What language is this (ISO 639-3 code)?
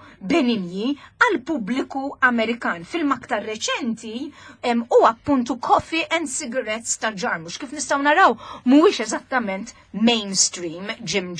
mlt